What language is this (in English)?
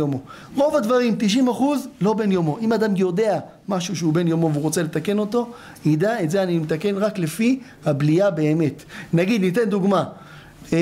Hebrew